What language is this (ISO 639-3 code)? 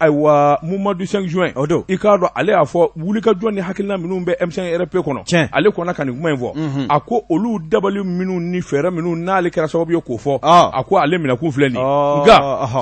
bam